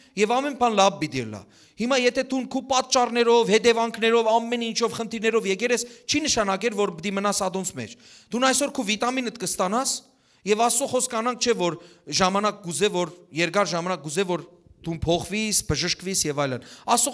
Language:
Western Armenian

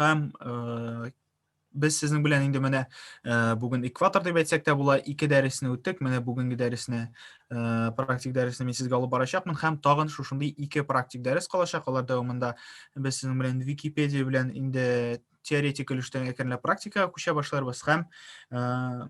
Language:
Tatar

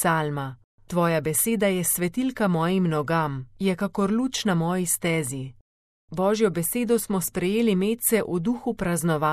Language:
Slovenian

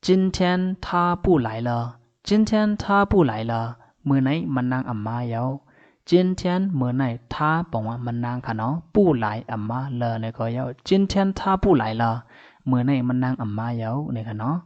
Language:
Shan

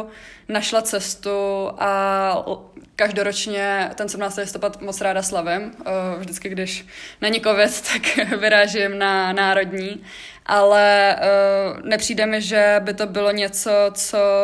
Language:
Czech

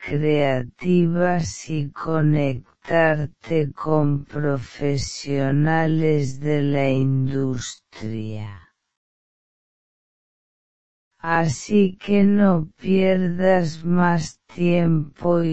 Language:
Spanish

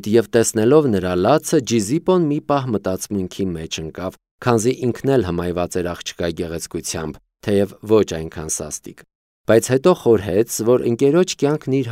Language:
Armenian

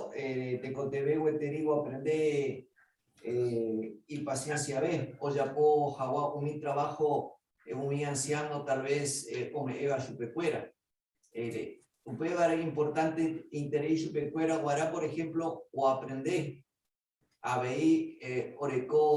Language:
Guarani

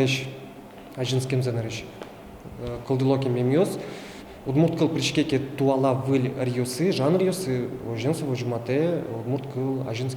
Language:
Udmurt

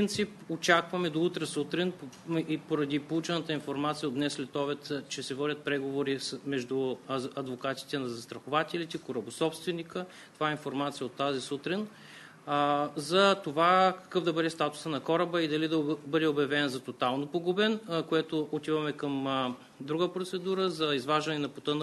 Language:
Bulgarian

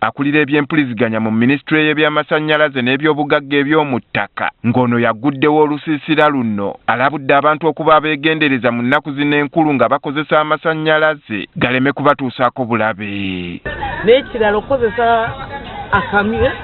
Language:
Ganda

